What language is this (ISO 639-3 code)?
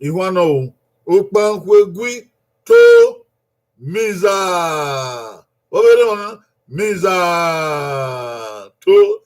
bin